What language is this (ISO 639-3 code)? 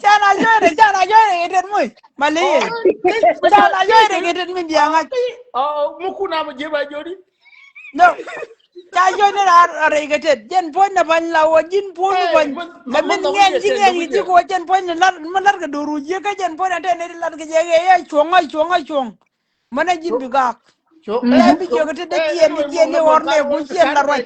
nus